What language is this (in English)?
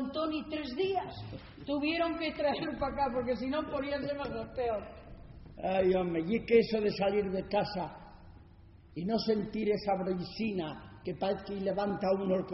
Asturian